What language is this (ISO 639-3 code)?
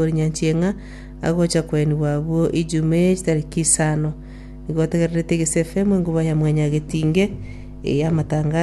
guz